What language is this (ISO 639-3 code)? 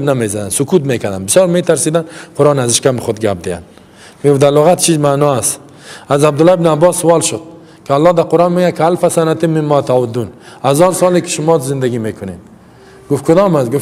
fas